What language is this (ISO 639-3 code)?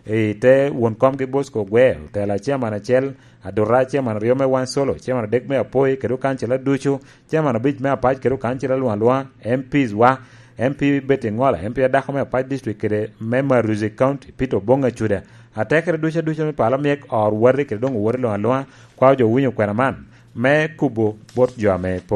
laj